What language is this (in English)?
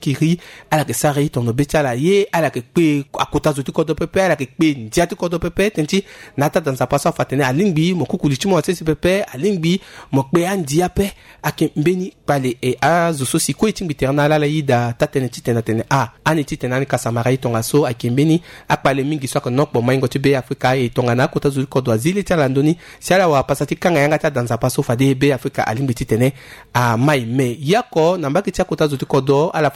Sango